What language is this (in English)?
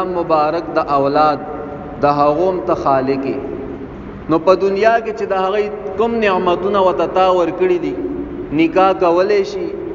Pashto